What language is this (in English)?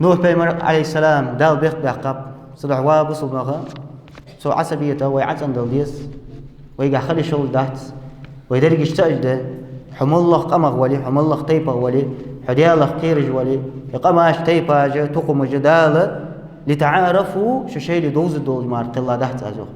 Ingush